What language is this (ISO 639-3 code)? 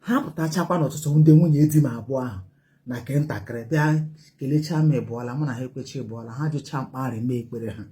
ibo